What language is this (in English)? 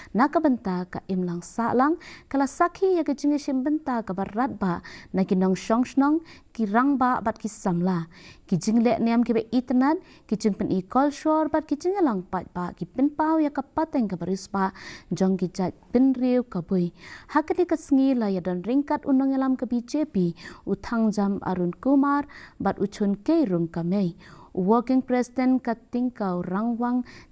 Khasi